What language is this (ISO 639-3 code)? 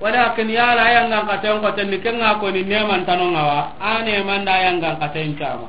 snk